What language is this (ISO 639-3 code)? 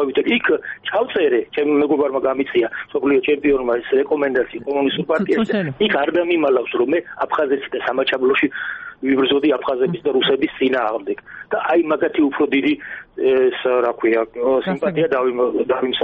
kat